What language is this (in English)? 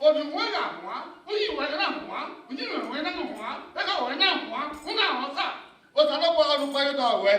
Bini